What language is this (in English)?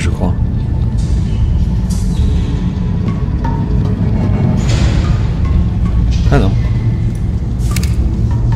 French